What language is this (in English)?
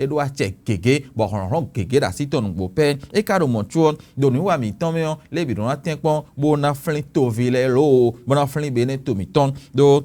Fon